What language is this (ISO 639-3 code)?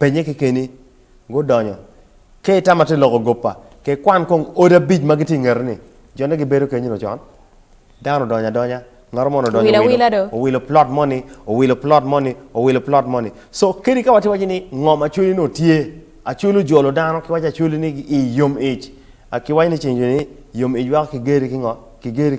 ach